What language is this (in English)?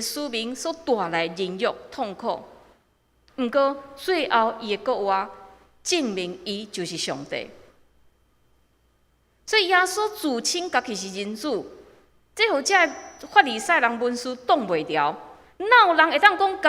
Min Nan Chinese